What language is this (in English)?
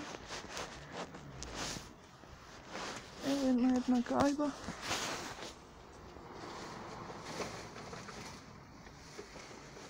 Croatian